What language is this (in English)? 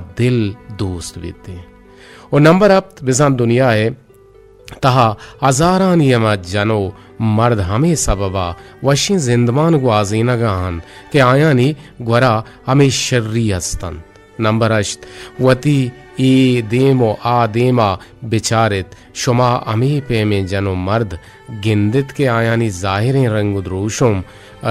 Eastern Balochi